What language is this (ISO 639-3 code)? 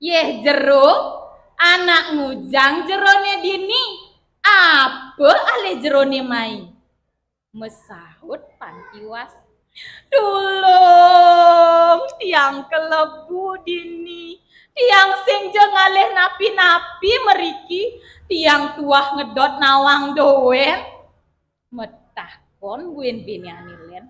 ban